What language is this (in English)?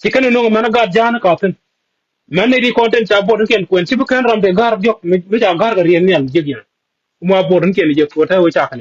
Nuer